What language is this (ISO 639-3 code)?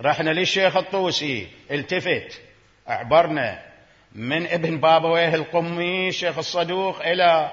acm